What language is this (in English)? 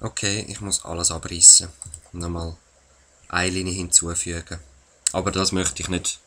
Swiss German